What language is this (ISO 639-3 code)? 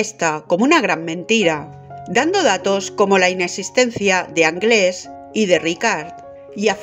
spa